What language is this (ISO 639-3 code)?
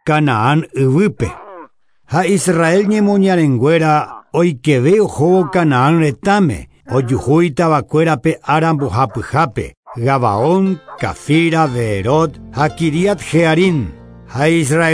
grn